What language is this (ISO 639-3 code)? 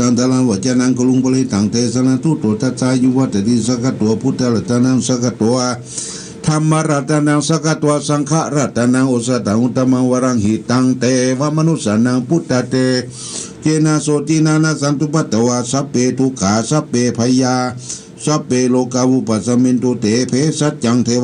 pli